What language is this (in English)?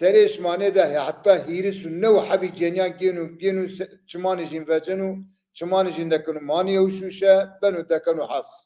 Zaza